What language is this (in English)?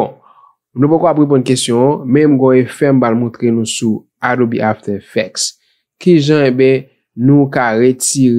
Haitian Creole